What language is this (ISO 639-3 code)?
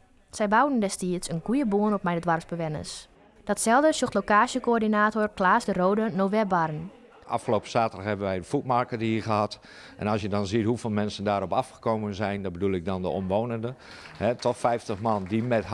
fry